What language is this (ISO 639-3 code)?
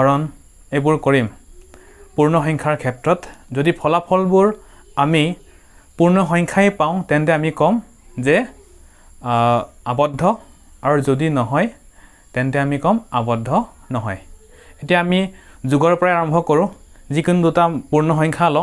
asm